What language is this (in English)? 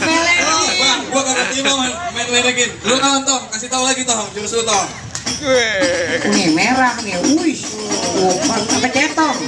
Betawi